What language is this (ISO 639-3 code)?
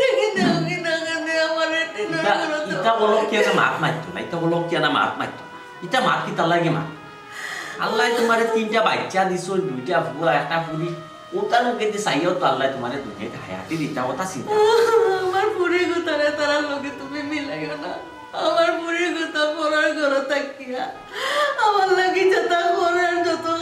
syl